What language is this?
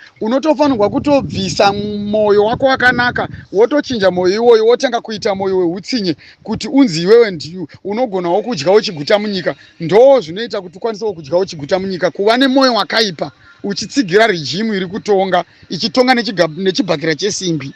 Shona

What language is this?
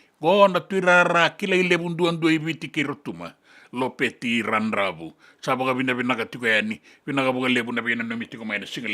Fijian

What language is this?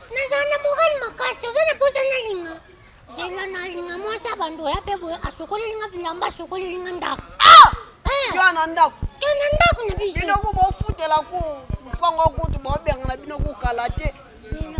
Lingala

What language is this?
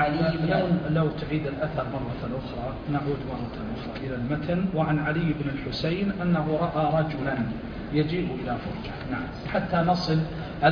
Arabic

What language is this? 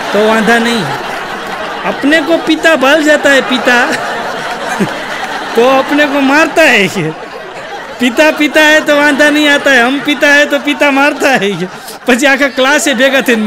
Gujarati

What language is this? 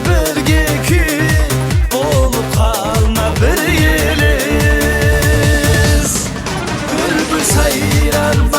Kara-Kalpak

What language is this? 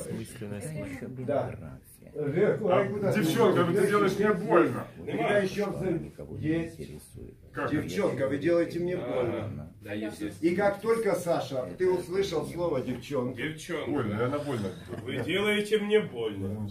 Russian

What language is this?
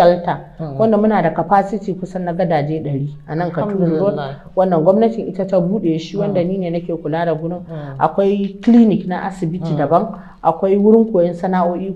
Hausa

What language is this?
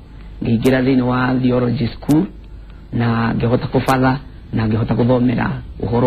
Kikuyu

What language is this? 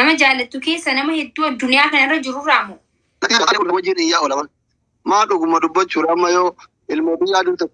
Oromo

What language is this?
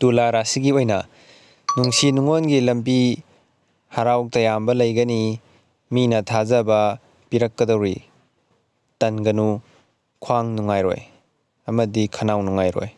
Manipuri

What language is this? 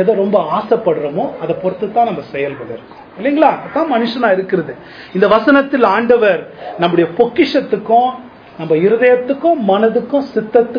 Tamil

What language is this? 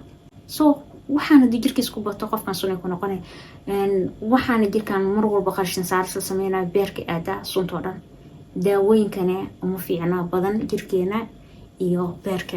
Somali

